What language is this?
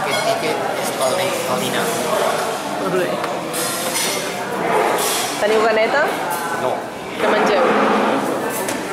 Catalan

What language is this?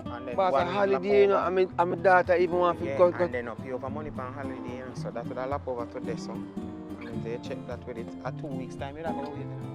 Jamaican Creole English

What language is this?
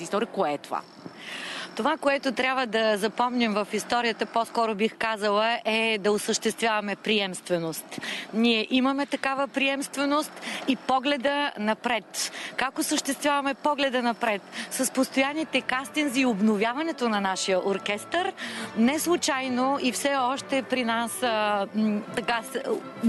Bulgarian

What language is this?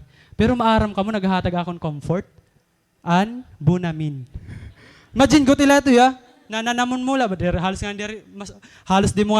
Waray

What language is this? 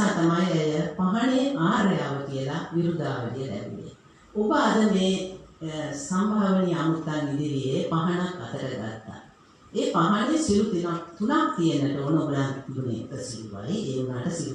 Sinhala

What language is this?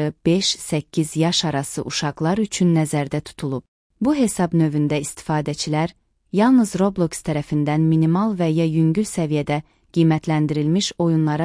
Azerbaijani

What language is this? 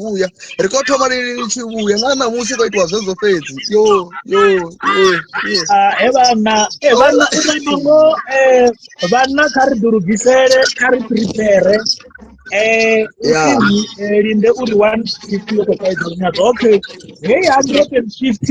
Venda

